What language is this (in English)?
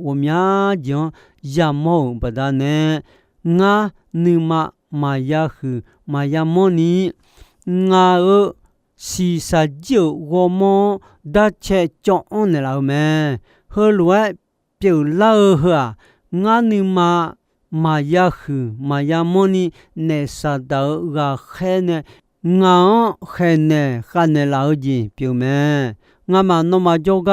Akha